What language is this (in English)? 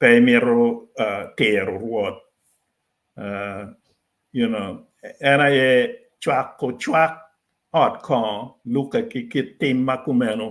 Acoli